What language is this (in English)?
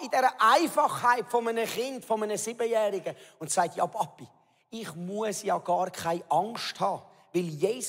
Swiss German